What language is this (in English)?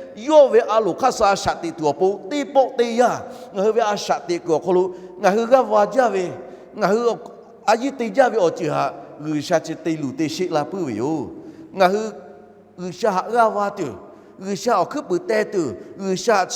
Lahu